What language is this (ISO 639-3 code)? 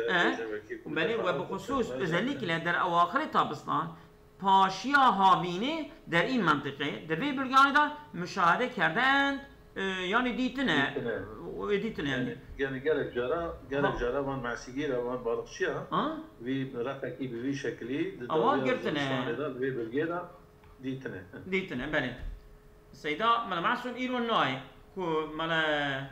kur